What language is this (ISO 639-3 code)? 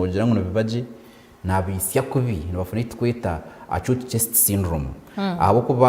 nyn